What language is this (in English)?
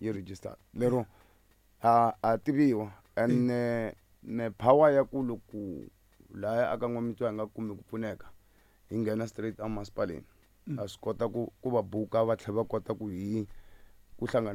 Tsonga